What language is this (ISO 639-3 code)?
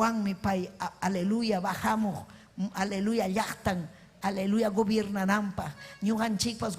quy